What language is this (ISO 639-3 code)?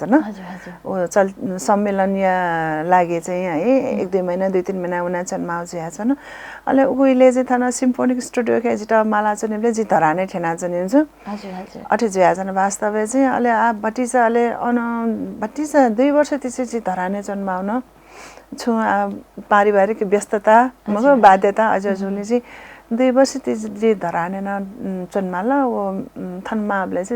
new